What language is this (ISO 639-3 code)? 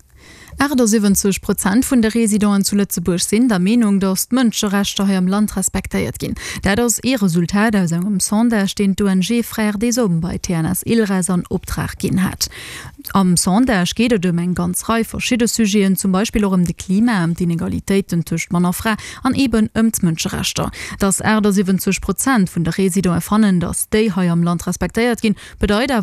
ltz